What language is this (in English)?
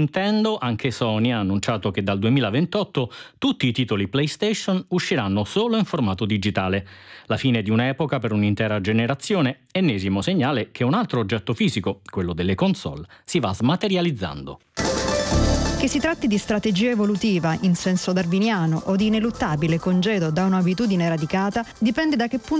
Italian